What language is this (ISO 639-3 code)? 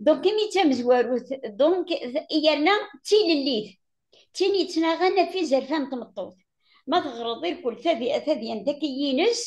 kab